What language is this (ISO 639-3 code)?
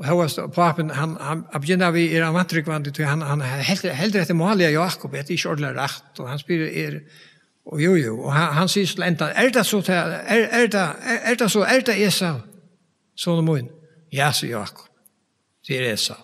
fao